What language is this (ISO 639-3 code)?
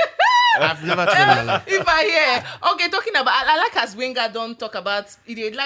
pcm